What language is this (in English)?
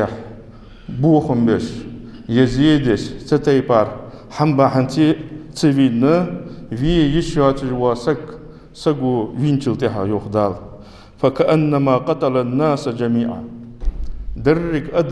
Ingush